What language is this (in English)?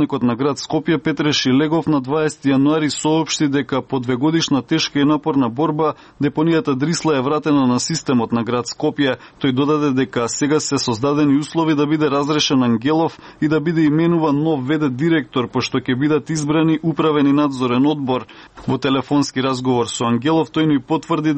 Macedonian